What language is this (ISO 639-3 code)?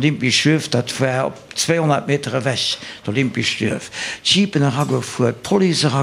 ltz